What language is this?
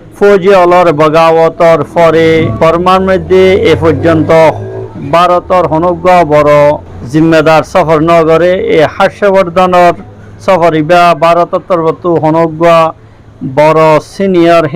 Rohingya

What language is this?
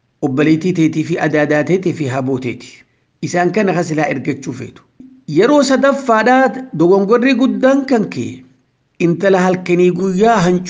Oromo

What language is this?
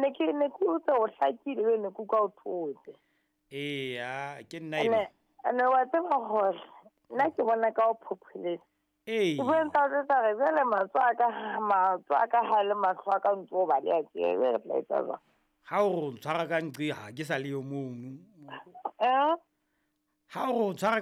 Southern Sotho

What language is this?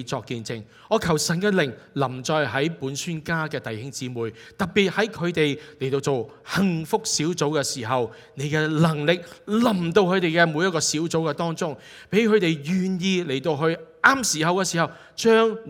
Cantonese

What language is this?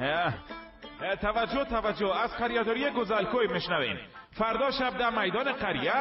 Persian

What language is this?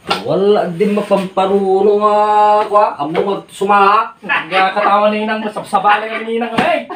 Iloko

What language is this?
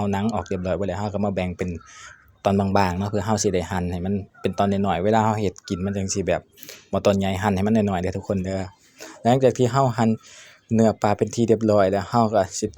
Lao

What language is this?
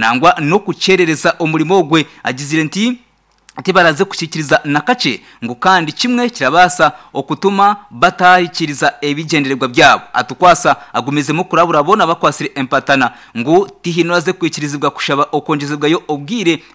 Nyankole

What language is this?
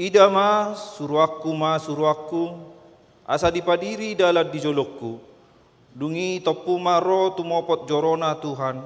Batak Toba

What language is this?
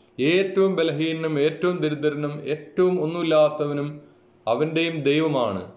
Malayalam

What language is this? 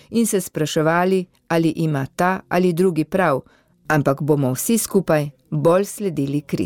Slovenian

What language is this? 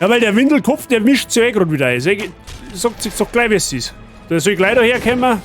Bavarian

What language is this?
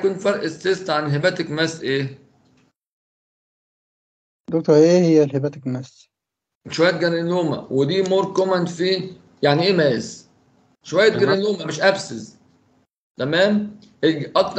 Egyptian Arabic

